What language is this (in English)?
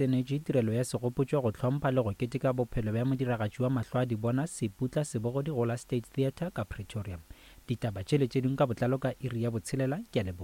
Northern Sotho